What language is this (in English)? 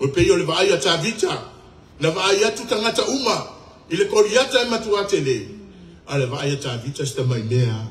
Samoan